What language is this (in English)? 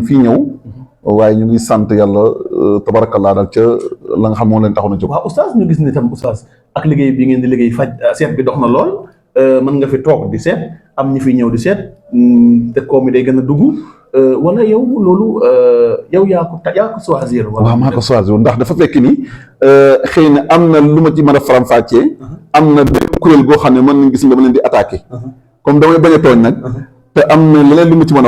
Wolof